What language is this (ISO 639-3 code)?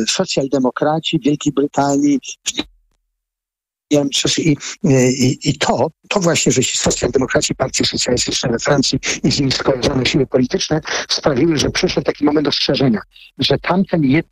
pol